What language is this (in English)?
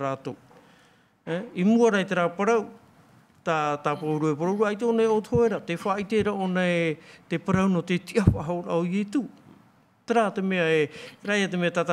Tahitian